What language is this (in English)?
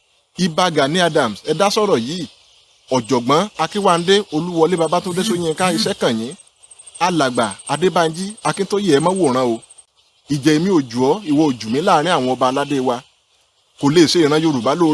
Yoruba